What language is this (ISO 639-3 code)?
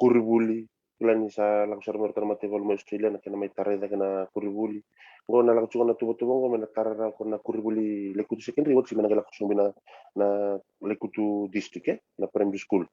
fij